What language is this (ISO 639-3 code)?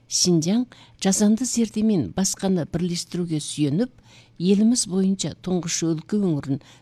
kaz